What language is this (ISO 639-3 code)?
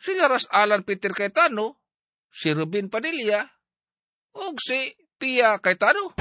ceb